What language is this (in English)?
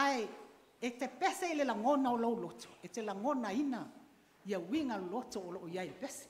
Samoan